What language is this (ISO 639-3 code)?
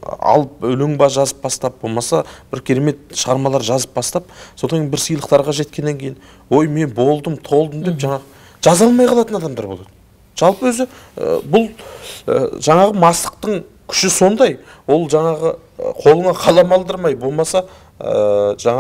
kaz